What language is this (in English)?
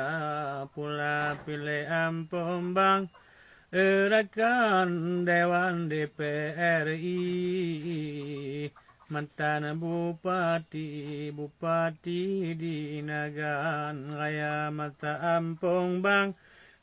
Achinese